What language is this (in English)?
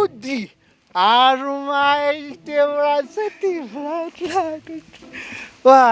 Malagasy